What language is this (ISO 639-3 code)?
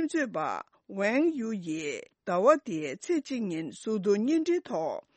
bod